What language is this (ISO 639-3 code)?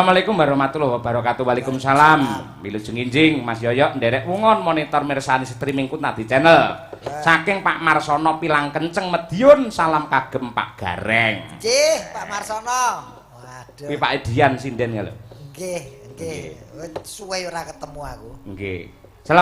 jav